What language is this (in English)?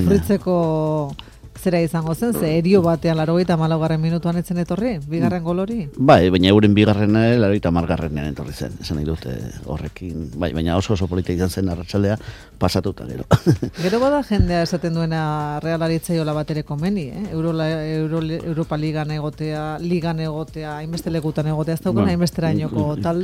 Basque